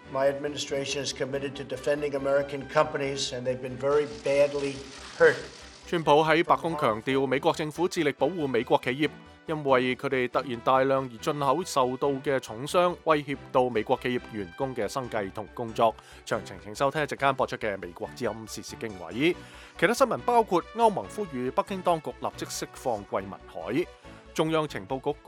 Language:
Cantonese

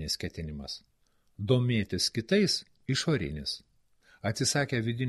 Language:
Lithuanian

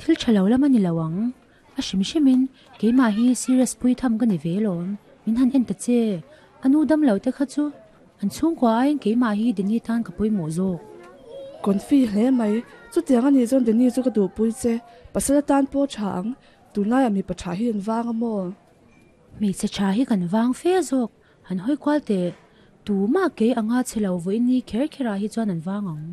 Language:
Mizo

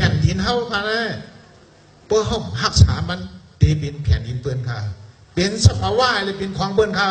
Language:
Shan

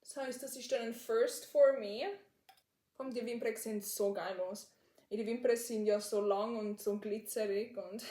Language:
Swiss German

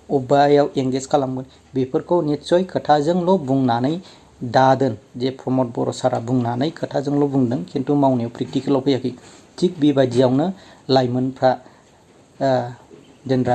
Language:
Bodo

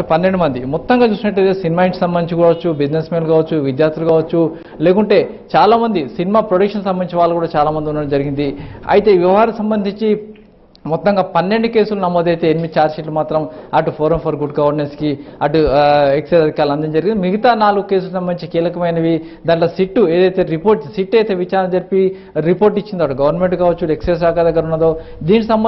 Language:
Telugu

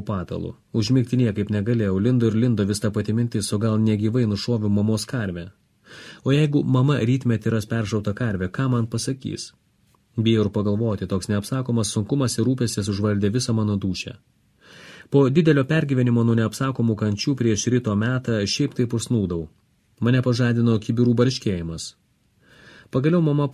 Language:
Lithuanian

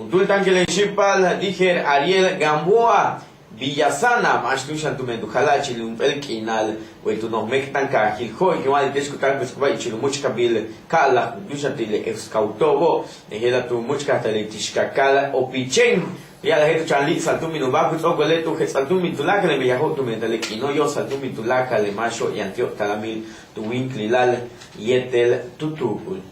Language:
Yucateco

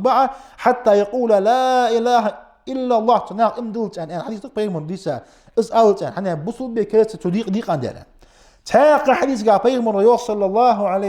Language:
Ingush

